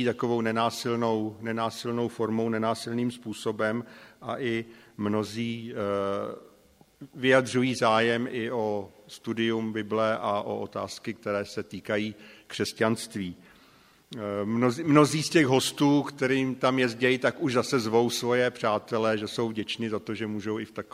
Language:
Czech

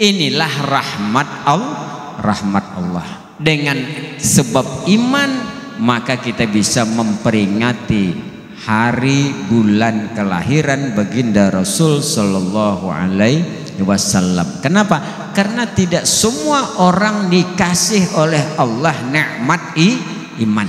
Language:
Banjar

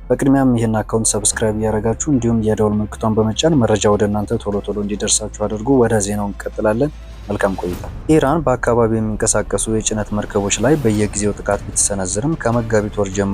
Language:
Amharic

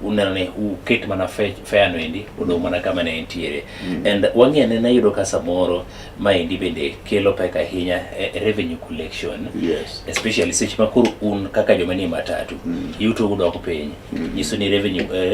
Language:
Luo (Kenya and Tanzania)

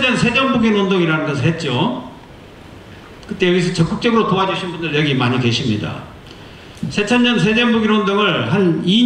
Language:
Korean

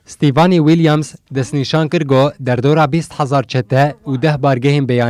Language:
Kurdish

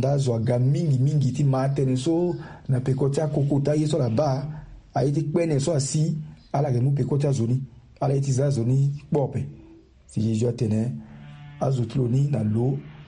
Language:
Sango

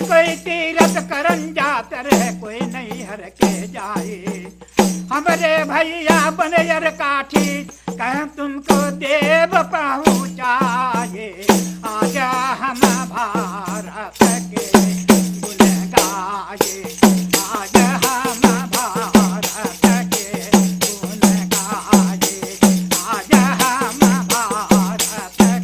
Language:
Chhattisgarhi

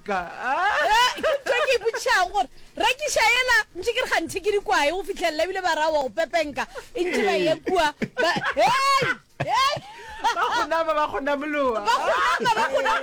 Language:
Northern Sotho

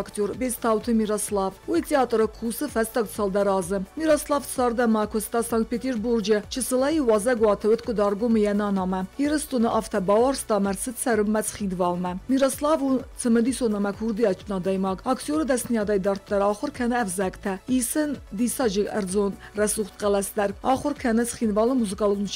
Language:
Ossetic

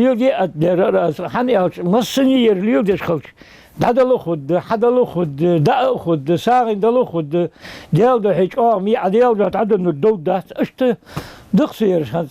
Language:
Ingush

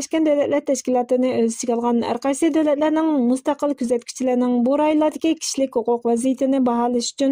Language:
Uyghur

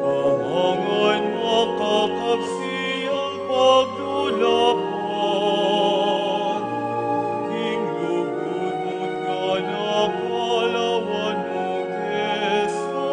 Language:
Pampanga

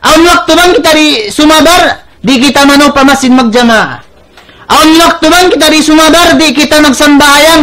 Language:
Tausug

